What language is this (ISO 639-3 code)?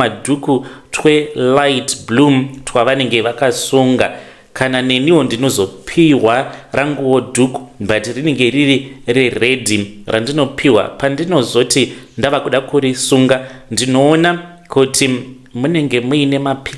sna